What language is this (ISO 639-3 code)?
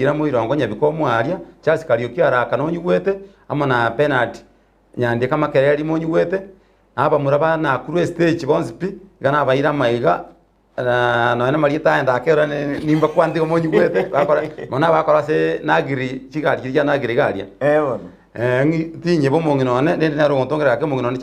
guz